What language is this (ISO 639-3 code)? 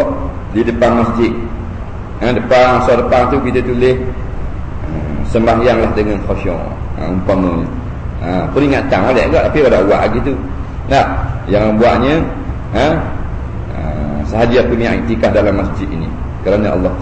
msa